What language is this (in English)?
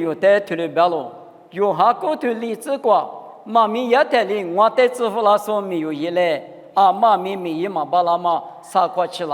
Lisu